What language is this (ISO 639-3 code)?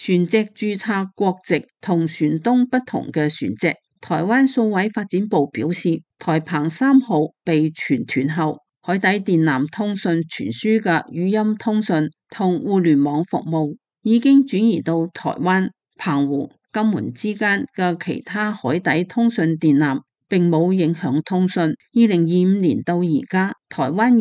yue